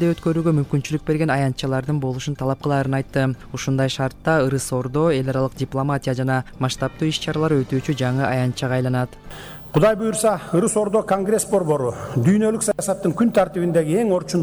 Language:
Kyrgyz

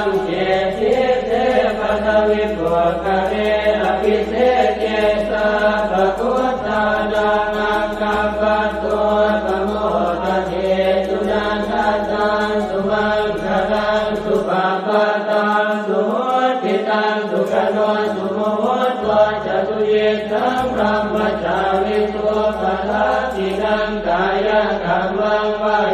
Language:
Pali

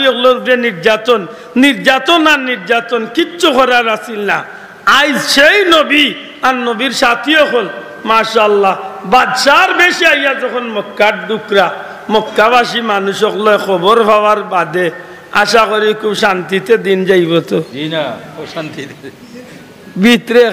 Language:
Sylheti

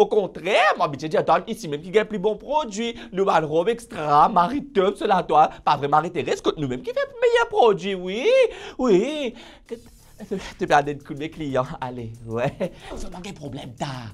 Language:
Morisyen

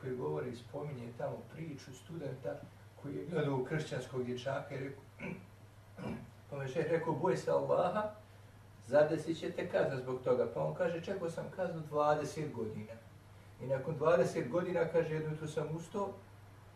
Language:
Bosnian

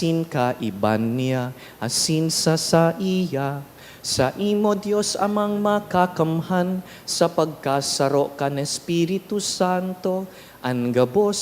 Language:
Bikol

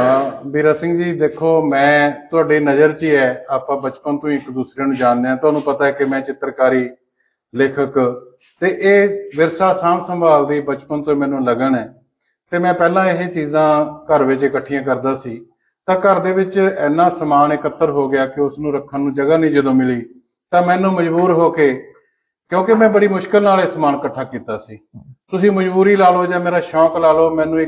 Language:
Punjabi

